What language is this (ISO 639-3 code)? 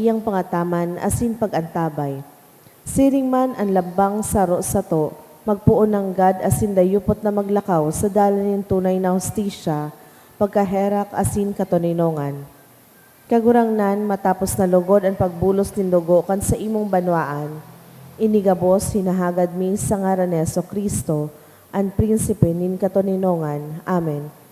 bik